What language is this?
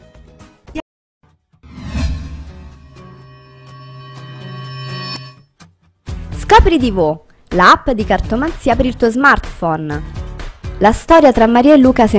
Italian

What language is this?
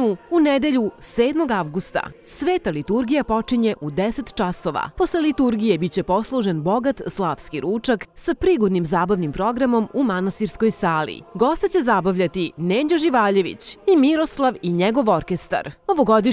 Serbian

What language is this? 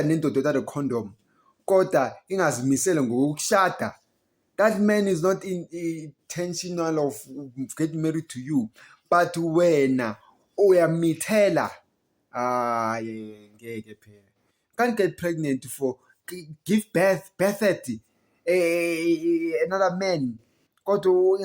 Zulu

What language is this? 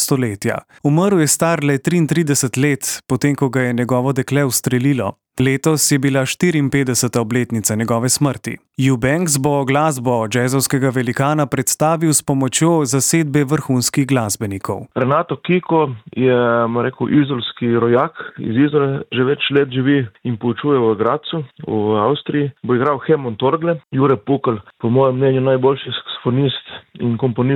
Slovenian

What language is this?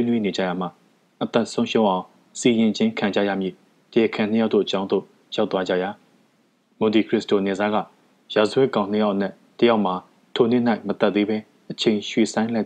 Burmese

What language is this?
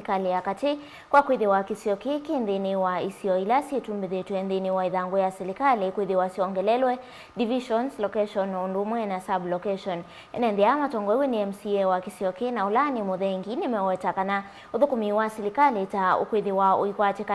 Kamba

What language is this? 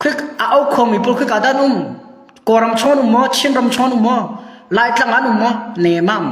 Hakha Chin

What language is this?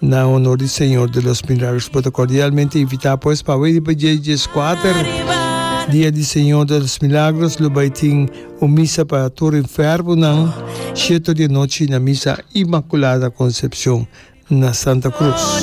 Papiamento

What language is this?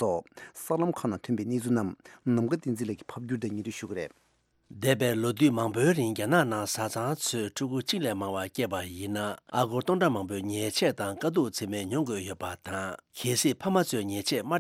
Tibetan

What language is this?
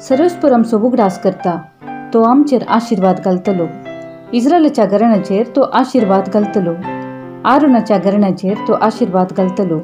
Konkani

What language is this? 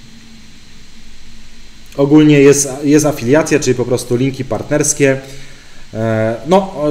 Polish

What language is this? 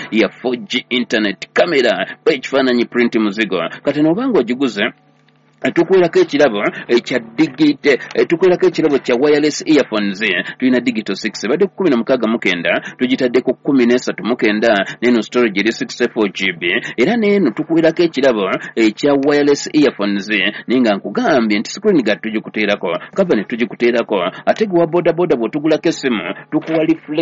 Ganda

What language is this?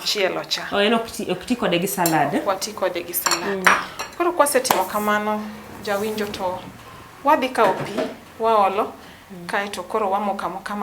Luo (Kenya and Tanzania)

